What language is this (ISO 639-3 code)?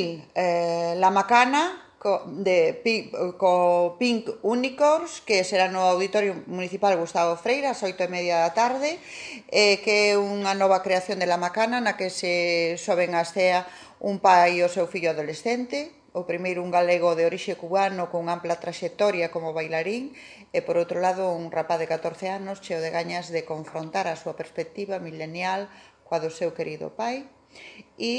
glg